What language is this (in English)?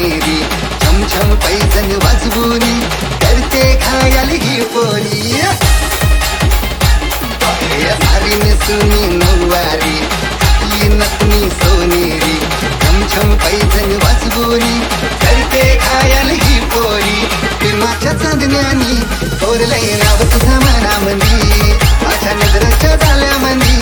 Marathi